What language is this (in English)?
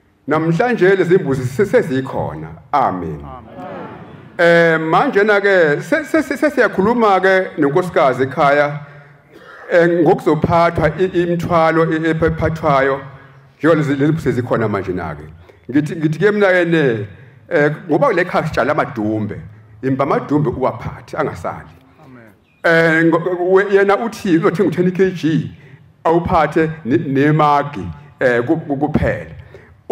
Zulu